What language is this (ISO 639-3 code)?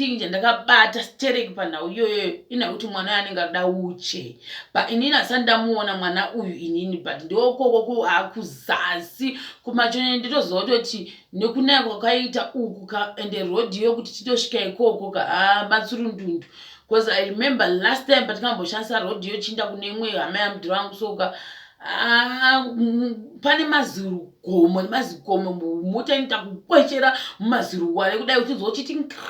sna